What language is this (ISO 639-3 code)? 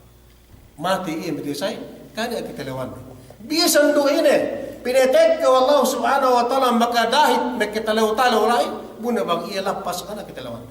yka